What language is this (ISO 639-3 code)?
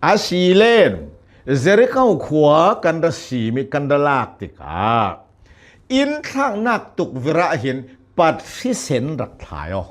cnh